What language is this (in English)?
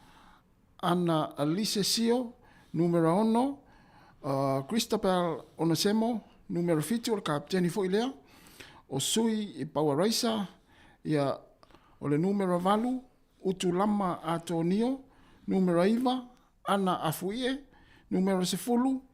Samoan